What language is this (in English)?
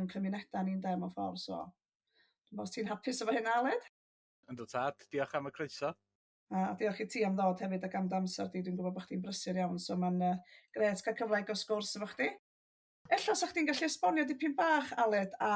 Welsh